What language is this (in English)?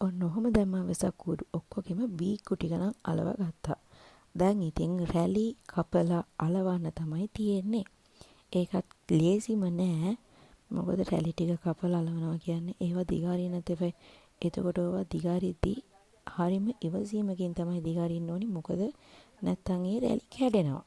Sinhala